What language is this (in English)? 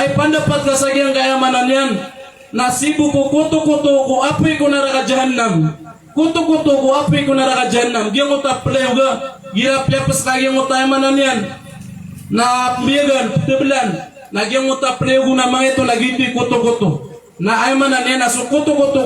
Maranao